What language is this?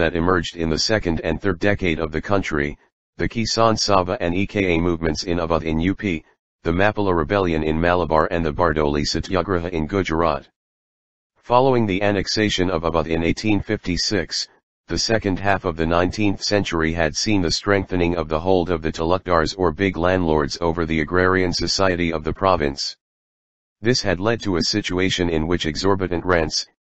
English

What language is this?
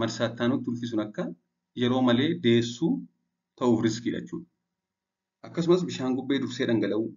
Oromo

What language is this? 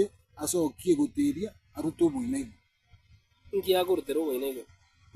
Gusii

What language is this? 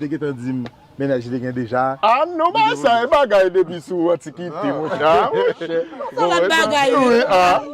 Haitian Creole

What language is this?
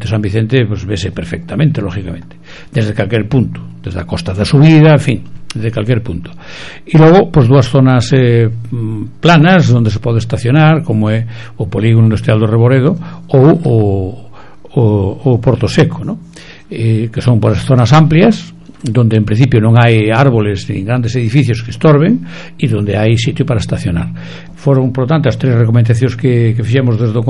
Galician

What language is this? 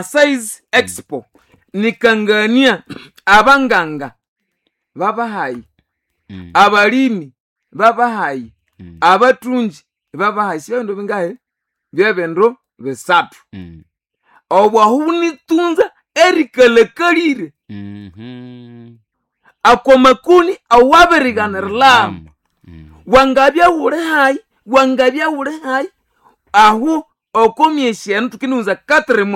Nande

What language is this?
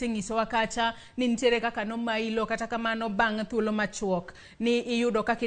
Luo (Kenya and Tanzania)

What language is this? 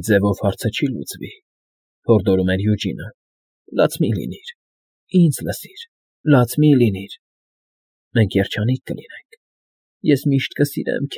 Armenian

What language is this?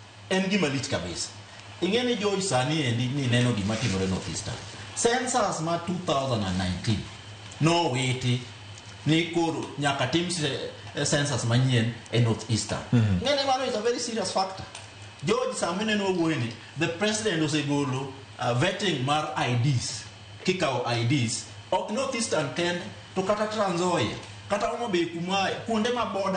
Luo (Kenya and Tanzania)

